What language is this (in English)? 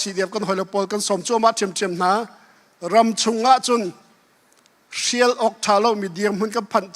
Hakha Chin